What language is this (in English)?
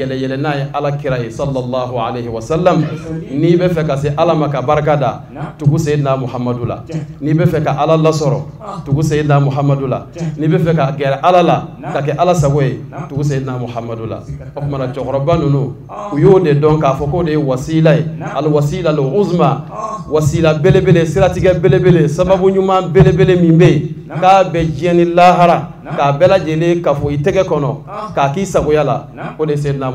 Bambara